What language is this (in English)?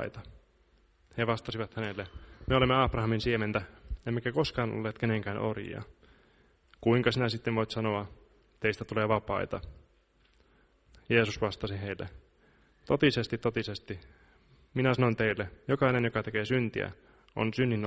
Finnish